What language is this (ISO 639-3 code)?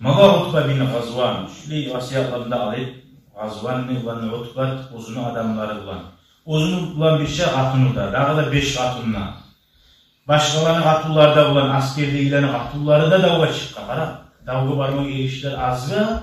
kum